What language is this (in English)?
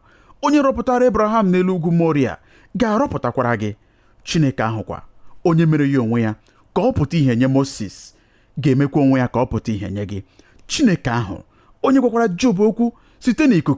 Igbo